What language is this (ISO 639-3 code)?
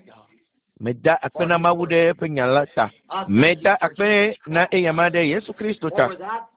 ewe